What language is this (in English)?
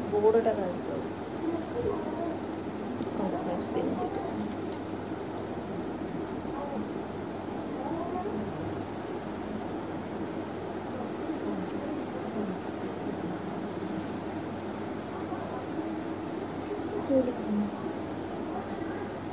Odia